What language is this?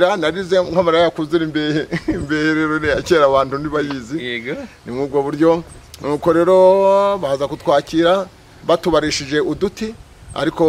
Kinyarwanda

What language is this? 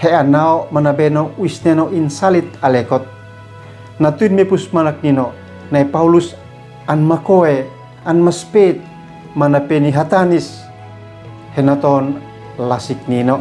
Uab Meto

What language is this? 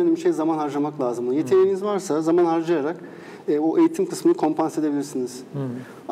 Turkish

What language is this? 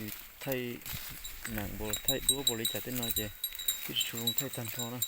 Hmong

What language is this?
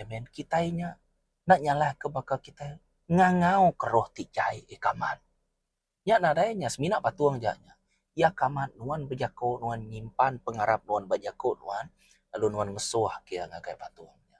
Iban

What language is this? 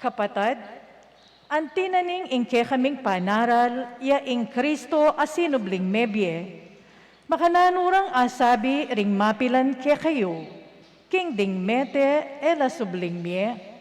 Pampanga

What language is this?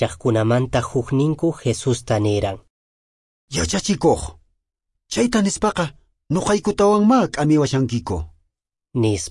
Quechua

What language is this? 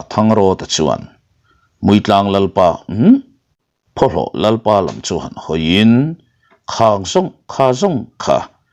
Mizo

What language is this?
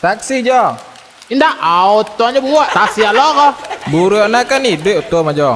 Minangkabau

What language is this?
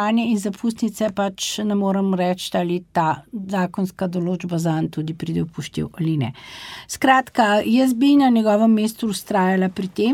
Slovenian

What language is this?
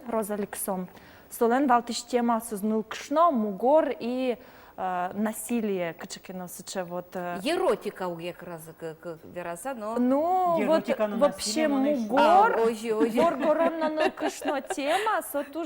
Udmurt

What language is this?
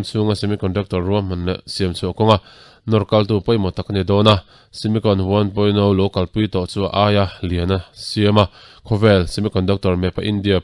Mizo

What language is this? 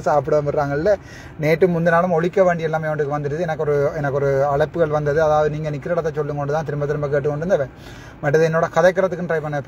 Tamil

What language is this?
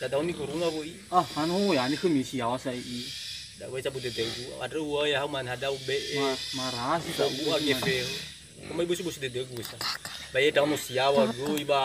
Nias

